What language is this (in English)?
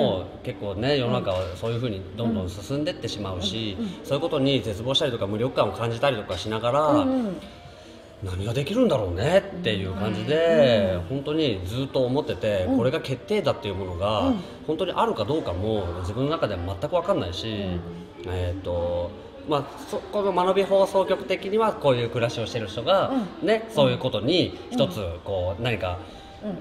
Japanese